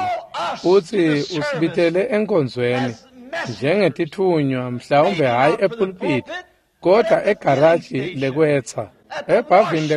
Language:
Swati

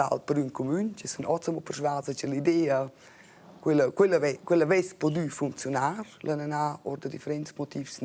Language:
Romansh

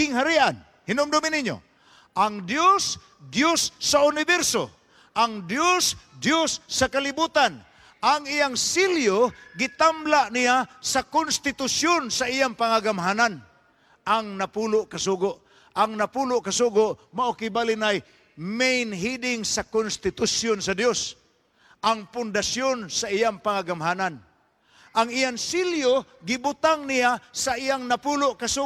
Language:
Cebuano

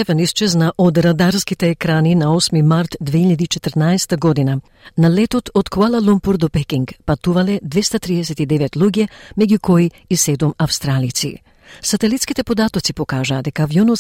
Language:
Macedonian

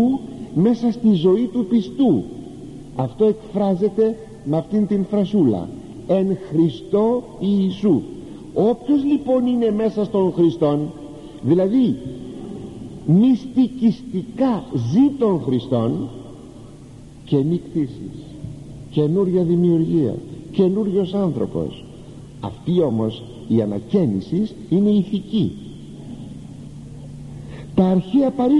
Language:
Greek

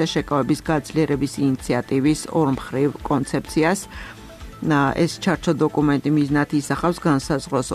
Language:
Georgian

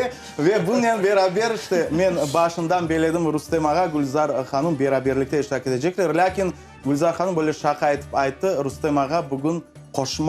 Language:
Crimean Tatar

